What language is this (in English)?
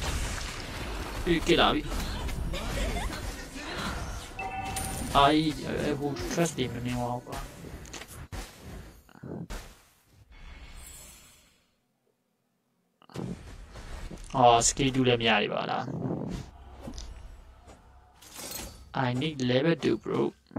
Burmese